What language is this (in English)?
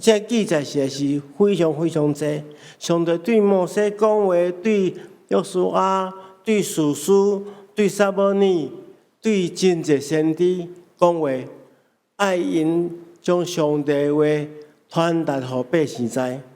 Min Nan Chinese